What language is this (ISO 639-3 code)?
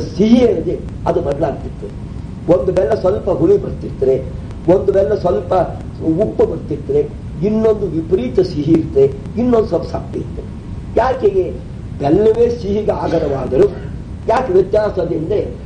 kan